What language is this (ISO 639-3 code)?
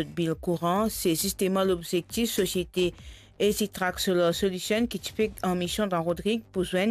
mfe